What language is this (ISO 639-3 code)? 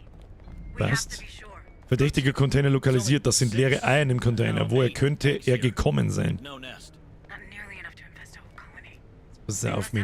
bar